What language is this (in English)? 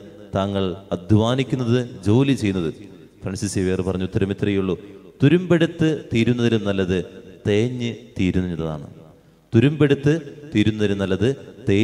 Malayalam